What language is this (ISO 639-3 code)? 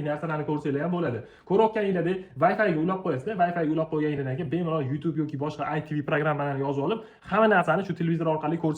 uzb